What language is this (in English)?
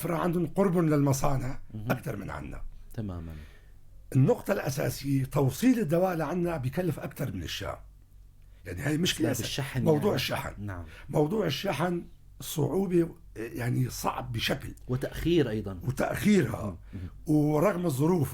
North Levantine Arabic